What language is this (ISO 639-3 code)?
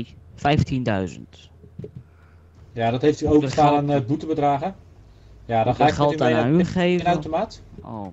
nld